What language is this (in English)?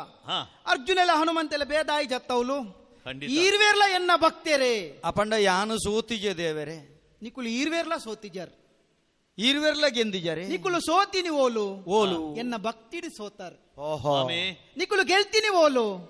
Tulu